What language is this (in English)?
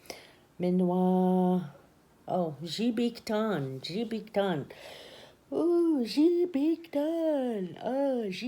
Ojibwa